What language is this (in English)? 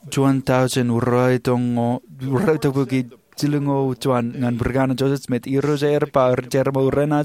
Marshallese